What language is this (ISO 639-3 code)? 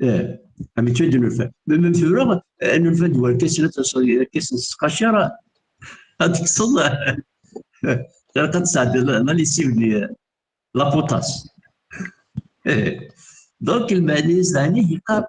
kab